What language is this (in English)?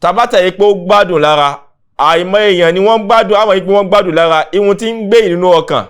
Yoruba